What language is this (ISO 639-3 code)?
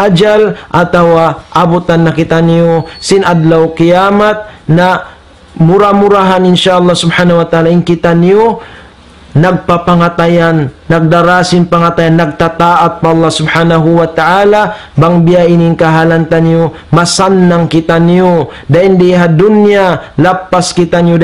tsg